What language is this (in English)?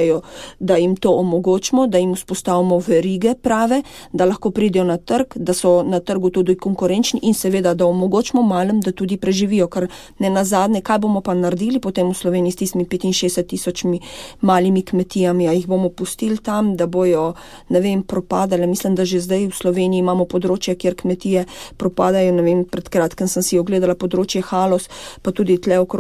Slovenian